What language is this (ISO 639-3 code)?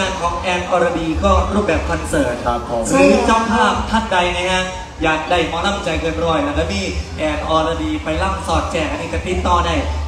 tha